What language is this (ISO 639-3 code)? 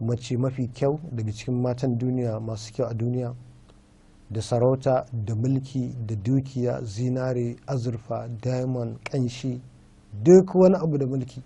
hau